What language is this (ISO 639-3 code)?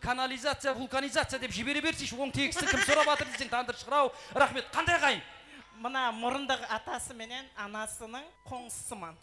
kaa